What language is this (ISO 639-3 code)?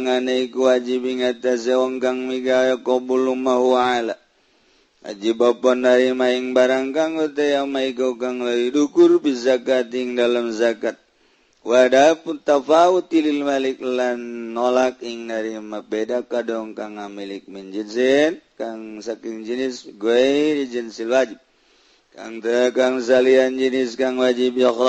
sun